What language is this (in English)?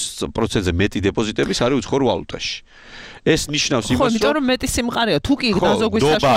Georgian